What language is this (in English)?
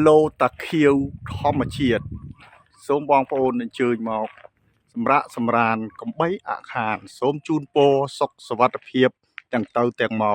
Khmer